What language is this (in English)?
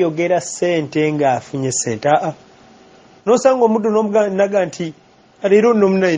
Ganda